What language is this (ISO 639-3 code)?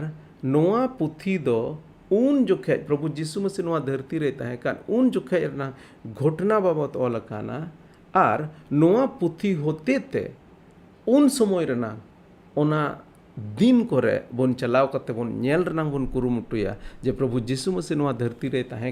sat